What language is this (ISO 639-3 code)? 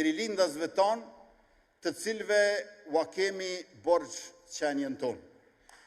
sqi